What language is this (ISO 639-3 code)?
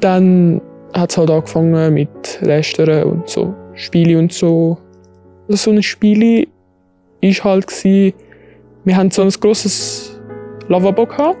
gsw